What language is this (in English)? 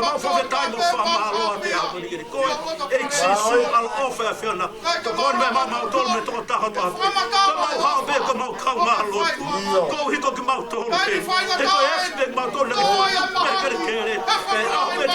Tongan